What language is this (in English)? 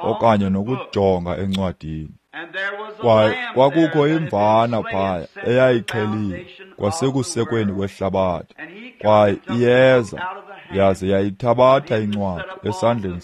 Xhosa